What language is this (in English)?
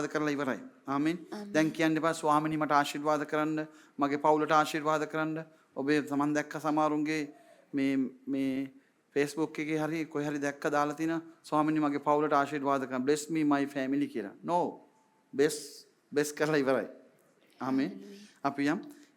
Sinhala